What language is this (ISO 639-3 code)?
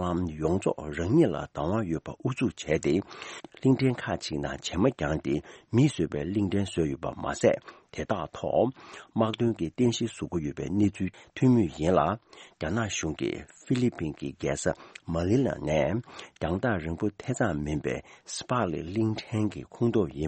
bod